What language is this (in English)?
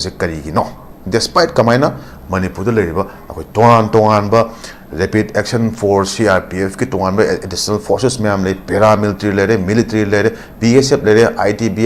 Manipuri